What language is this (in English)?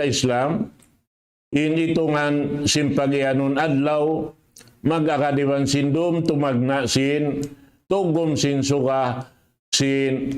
Tausug